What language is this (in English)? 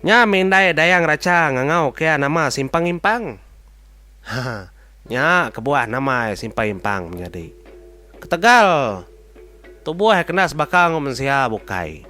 Iban